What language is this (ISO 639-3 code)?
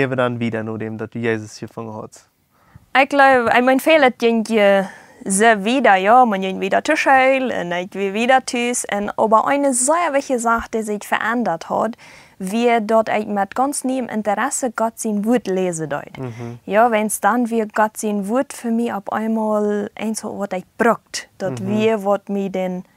pdt